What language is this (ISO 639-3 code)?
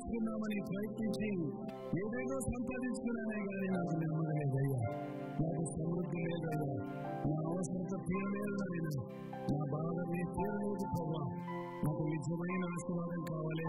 tel